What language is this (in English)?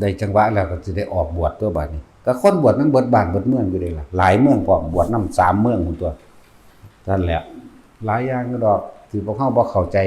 Northeastern Thai